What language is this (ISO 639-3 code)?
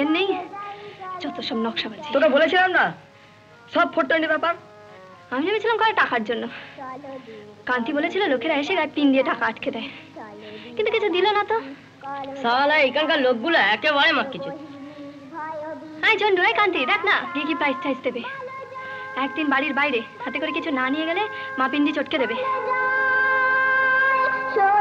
ben